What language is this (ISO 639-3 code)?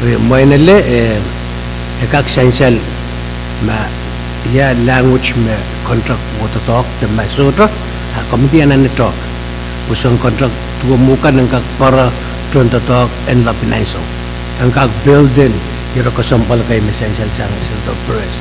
pon